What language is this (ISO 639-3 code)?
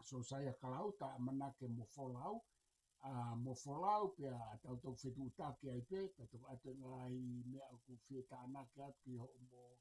ton